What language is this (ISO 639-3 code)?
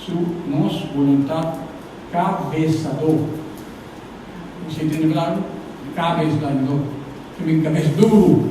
pap